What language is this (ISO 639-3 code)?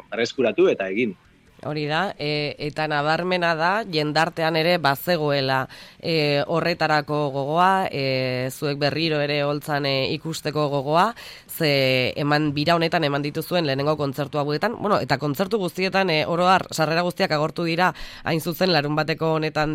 eus